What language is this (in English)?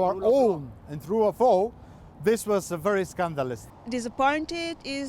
Maltese